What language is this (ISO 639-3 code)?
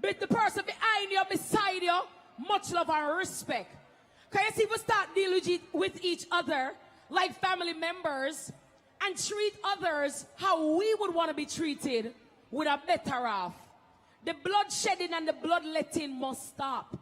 jam